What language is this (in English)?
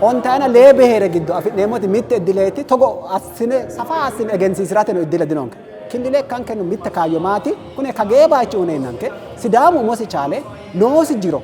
Sidamo